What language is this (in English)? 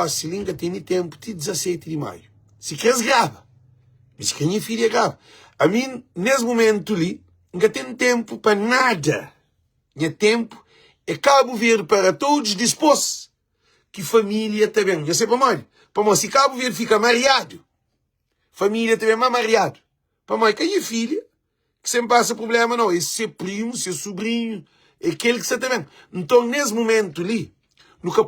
Kabuverdianu